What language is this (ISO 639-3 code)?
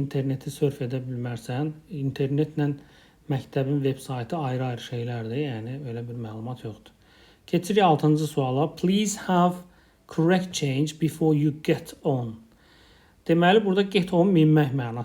aze